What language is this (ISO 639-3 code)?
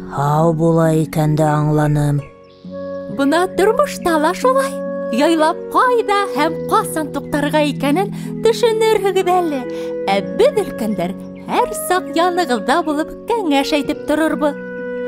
bak